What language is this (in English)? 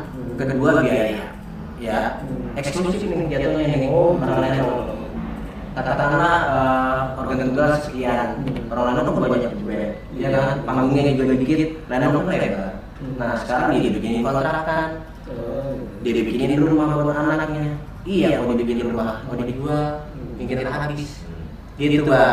Betawi